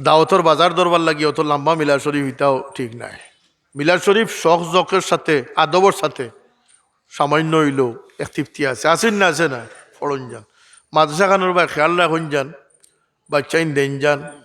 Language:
Sylheti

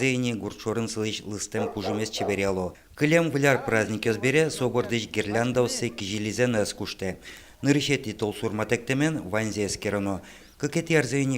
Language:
Udmurt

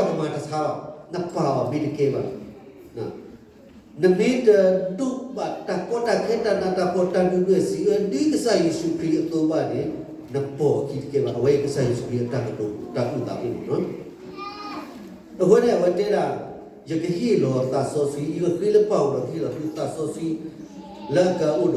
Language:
S'gaw Karen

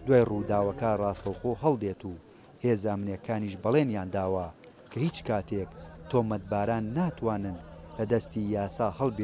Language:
Central Kurdish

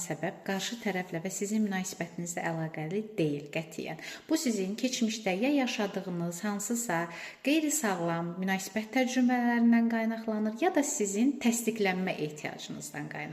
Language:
Azerbaijani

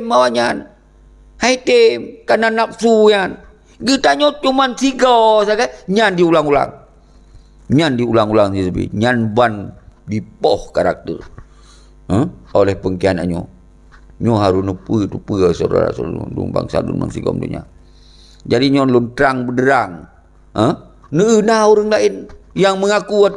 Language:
Achinese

